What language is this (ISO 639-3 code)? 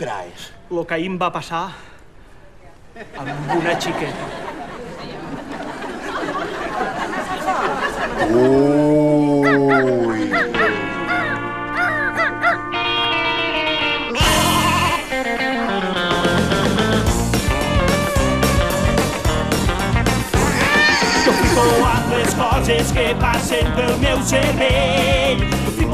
cat